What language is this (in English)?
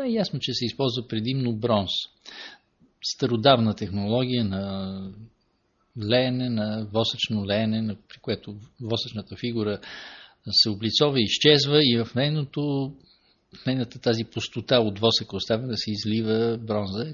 Bulgarian